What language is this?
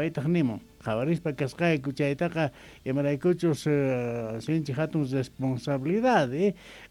South Bolivian Quechua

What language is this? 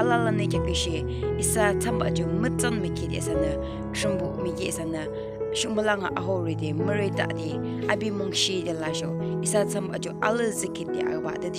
Yimchungru Naga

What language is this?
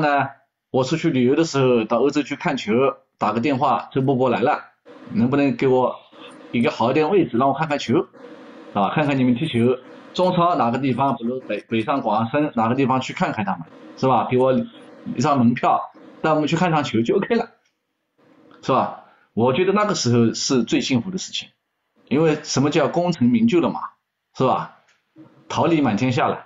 Chinese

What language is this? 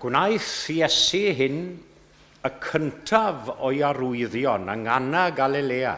Welsh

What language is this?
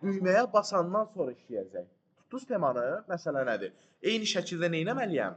Azerbaijani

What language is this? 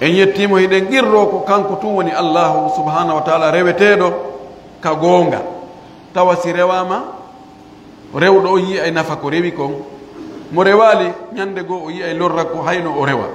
Pular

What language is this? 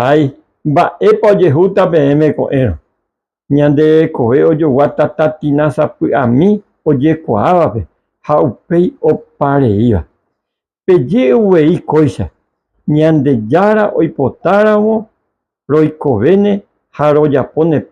Guarani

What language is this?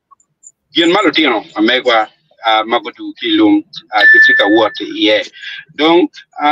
Acoli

